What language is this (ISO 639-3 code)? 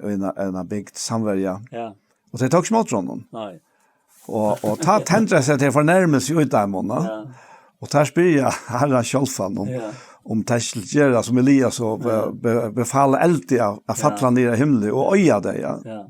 fao